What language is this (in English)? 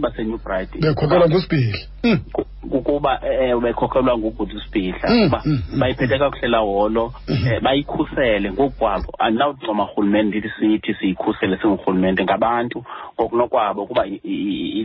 Xhosa